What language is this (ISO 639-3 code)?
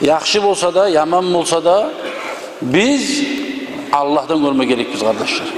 kum